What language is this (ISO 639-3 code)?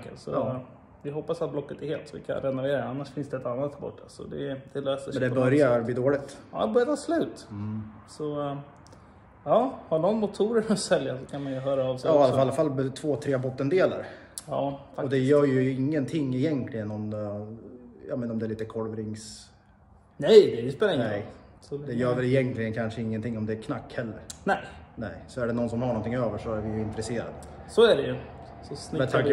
swe